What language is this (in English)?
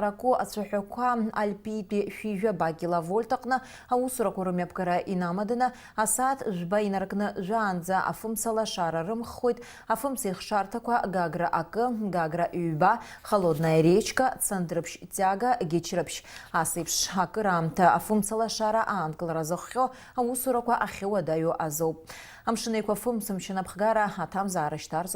Abkhazian